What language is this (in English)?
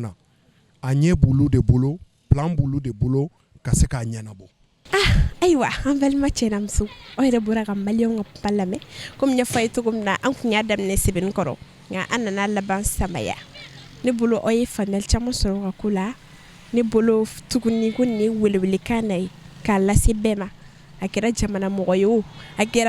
Bambara